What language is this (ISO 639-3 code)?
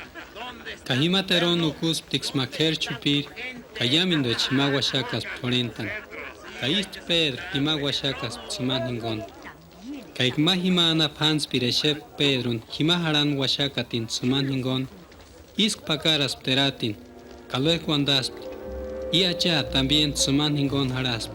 tsz